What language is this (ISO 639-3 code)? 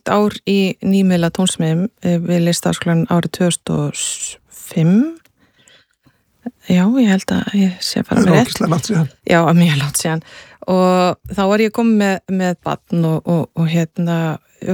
isl